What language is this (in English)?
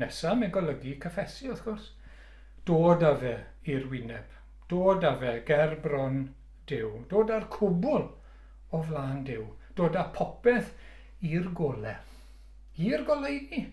Welsh